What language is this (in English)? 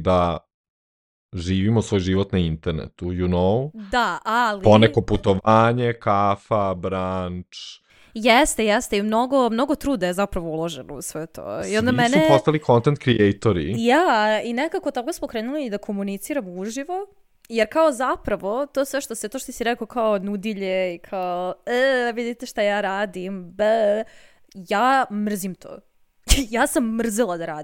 Serbian